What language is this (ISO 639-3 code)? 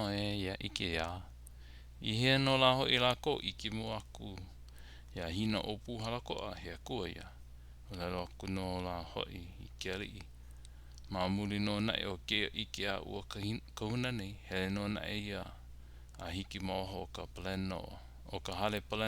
haw